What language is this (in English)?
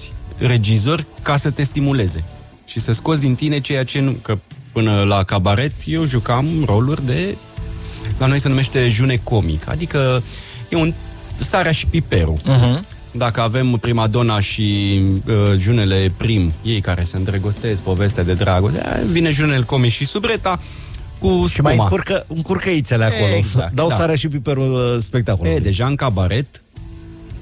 Romanian